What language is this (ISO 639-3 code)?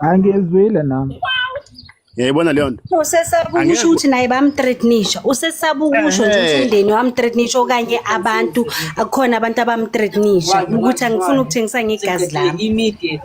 zul